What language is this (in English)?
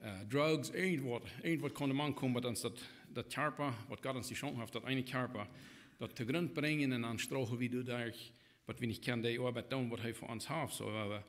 Plautdietsch